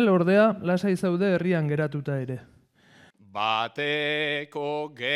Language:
Basque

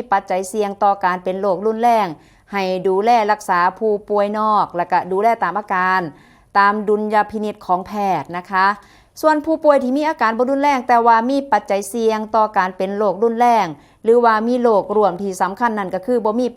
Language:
Northeastern Thai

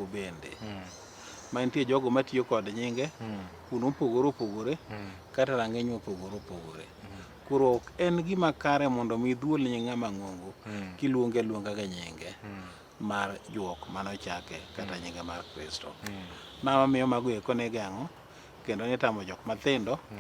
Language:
Luo (Kenya and Tanzania)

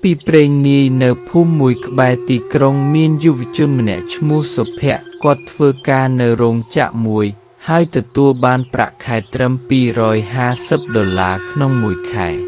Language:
Khmer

